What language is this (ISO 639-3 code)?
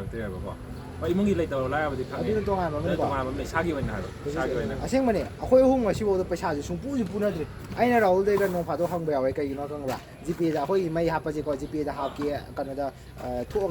mni